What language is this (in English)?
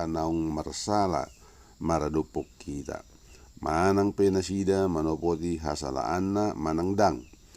Batak Toba